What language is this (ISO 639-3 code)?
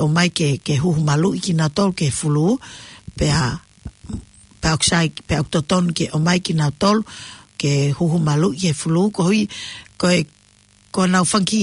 ton